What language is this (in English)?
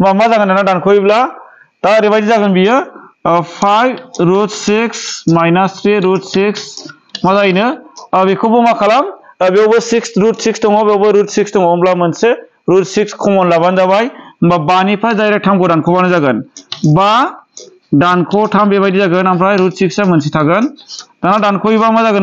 Bodo